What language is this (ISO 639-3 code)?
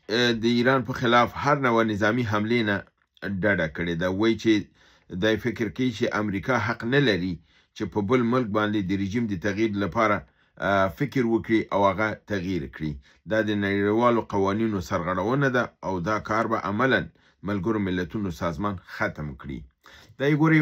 pus